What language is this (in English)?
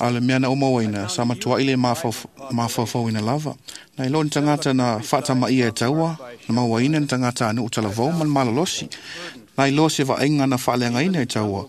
Samoan